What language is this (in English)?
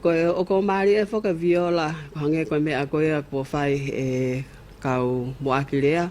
Tongan